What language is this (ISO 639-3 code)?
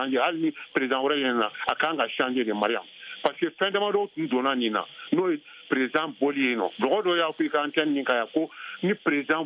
bam